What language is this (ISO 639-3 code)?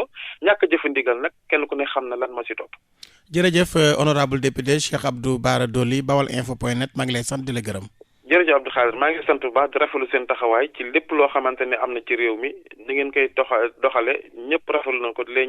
wol